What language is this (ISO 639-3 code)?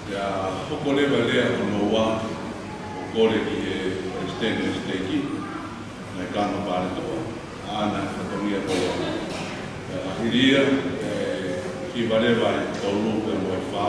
ton